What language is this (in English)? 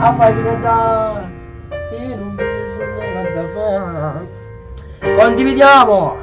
Neapolitan